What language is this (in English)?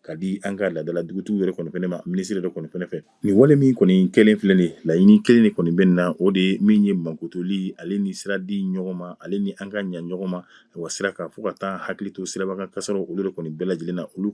Bambara